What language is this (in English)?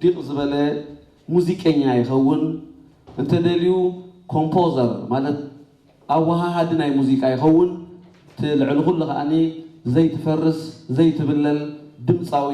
Tigrinya